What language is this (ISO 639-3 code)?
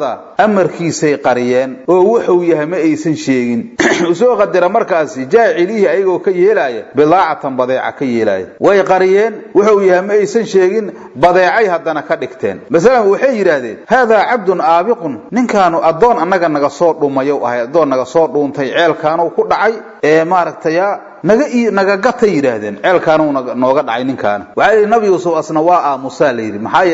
som